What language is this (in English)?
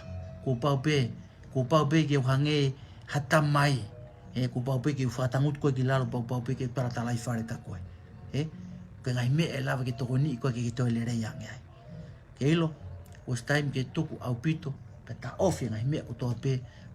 Tongan